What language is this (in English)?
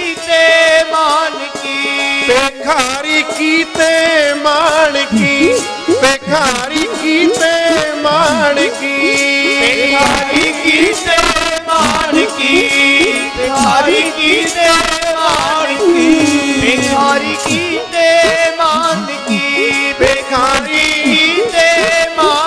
Punjabi